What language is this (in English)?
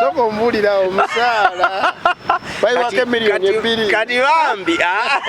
Ganda